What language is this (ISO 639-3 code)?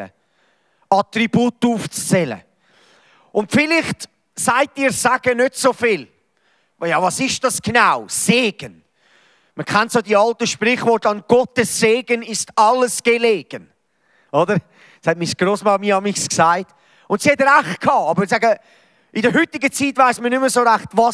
gsw